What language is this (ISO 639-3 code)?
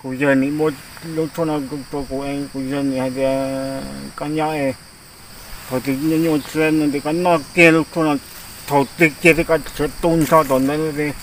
hmn